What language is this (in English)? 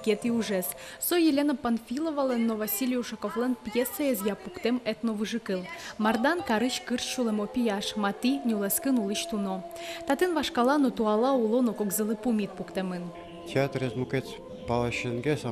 Udmurt